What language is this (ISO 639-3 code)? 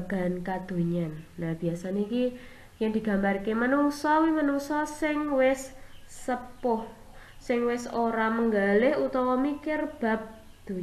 jav